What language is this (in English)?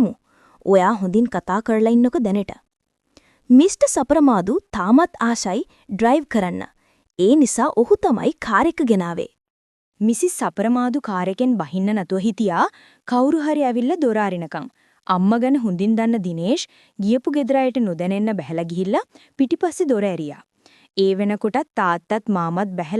Sinhala